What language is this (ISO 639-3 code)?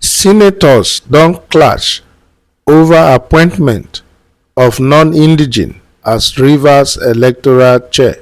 pcm